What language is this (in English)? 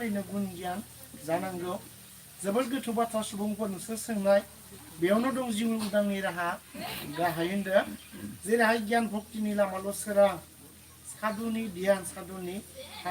Bodo